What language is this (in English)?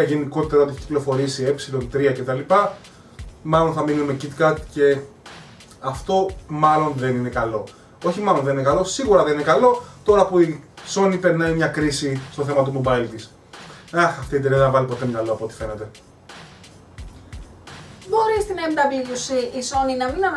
Greek